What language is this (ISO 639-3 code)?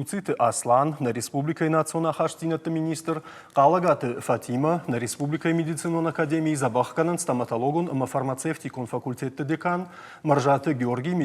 oss